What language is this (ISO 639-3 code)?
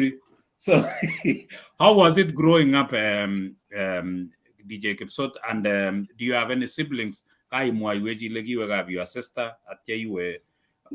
kln